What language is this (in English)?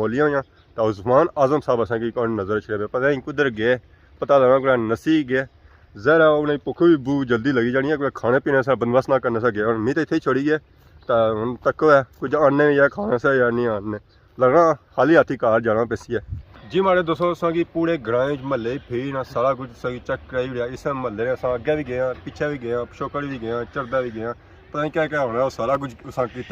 Pahari-Potwari